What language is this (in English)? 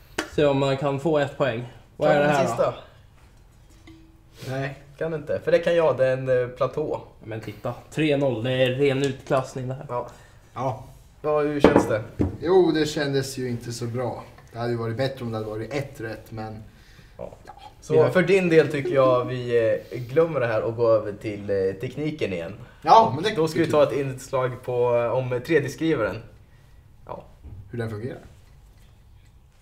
Swedish